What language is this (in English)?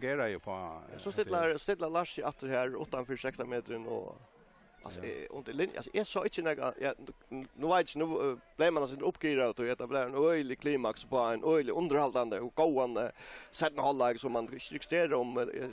Faroese